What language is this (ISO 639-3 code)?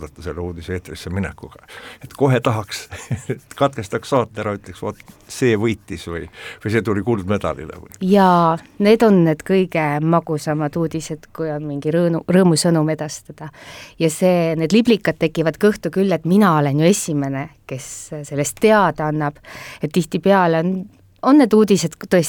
est